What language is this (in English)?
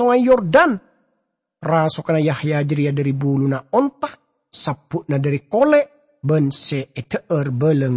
Madurese